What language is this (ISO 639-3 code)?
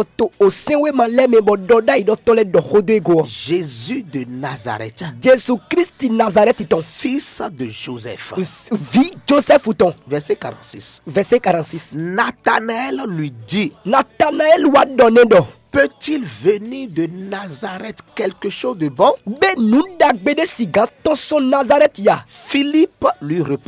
fon